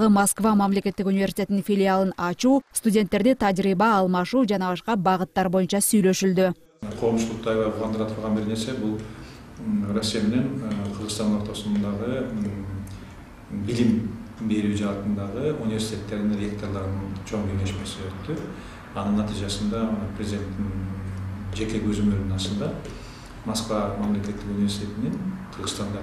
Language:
Kyrgyz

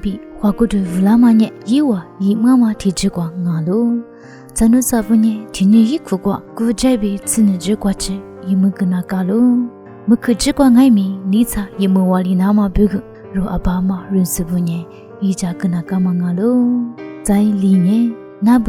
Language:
Lisu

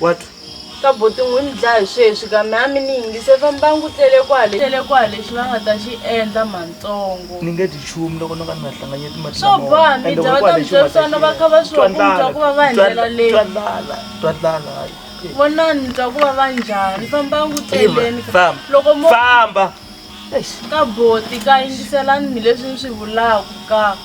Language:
Tsonga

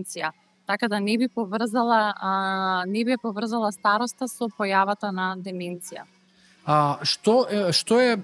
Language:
Macedonian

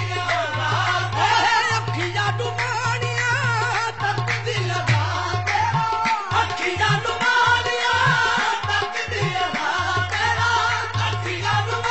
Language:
Punjabi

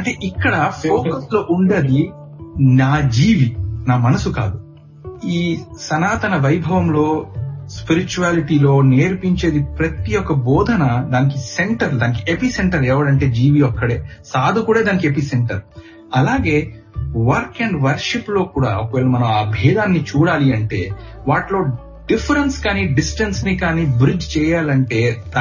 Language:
Telugu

